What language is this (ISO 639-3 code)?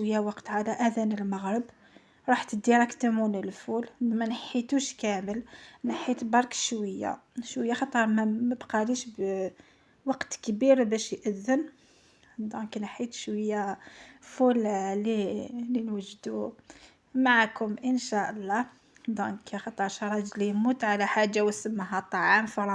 arq